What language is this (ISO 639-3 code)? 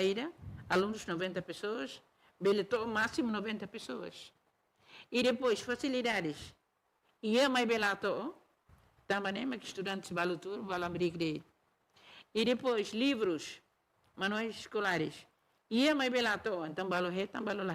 tet